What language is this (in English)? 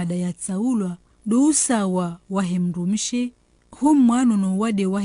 Ngazidja Comorian